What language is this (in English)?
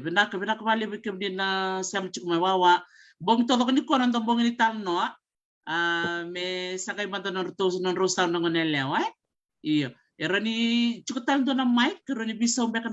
Fijian